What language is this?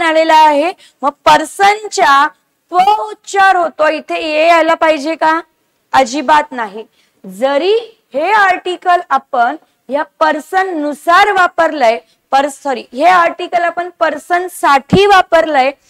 Marathi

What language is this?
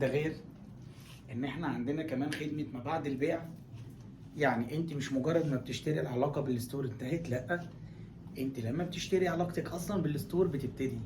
Egyptian Arabic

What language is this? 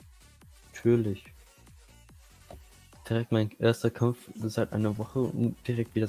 German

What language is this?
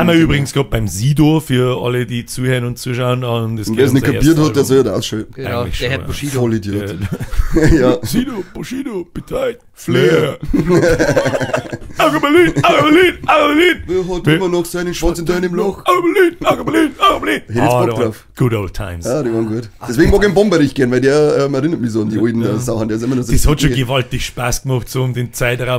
Bavarian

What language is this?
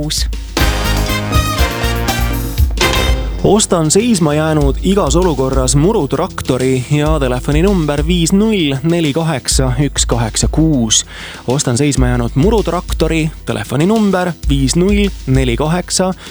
Estonian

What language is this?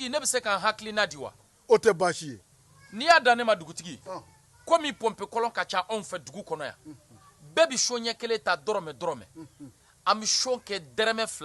Bambara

